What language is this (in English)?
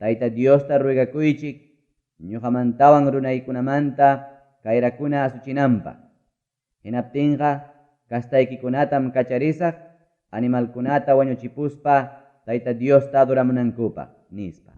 Ayacucho Quechua